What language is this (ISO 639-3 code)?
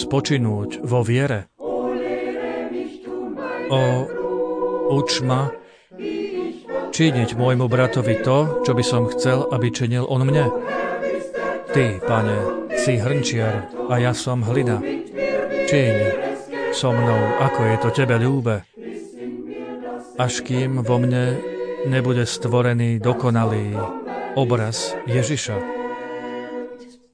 slk